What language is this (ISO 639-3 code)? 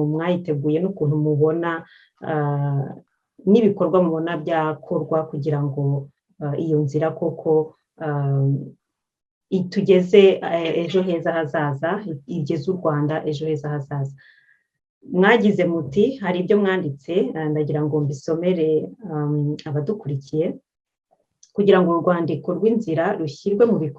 kin